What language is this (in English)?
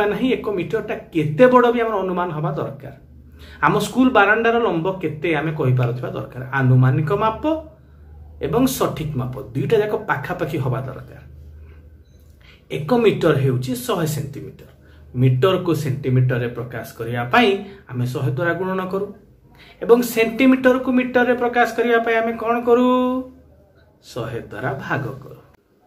Odia